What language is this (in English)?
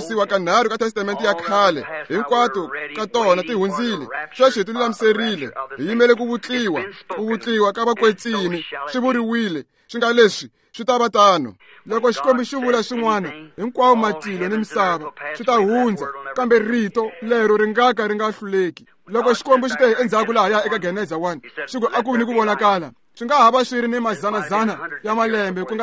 Tsonga